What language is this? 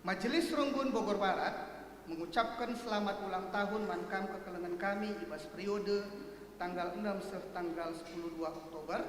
Batak Karo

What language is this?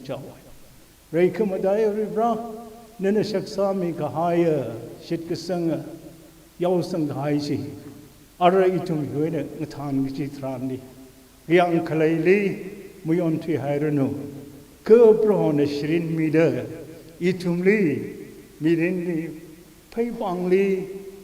Tangkhul Naga (India)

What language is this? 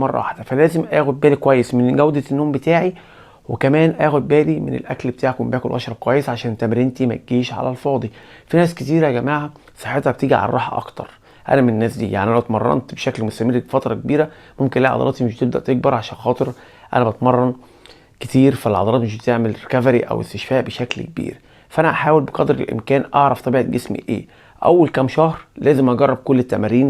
Egyptian Arabic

